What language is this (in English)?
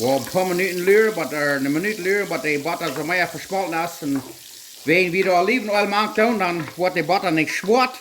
Plautdietsch